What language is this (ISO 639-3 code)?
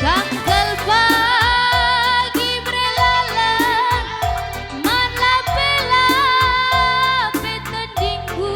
btx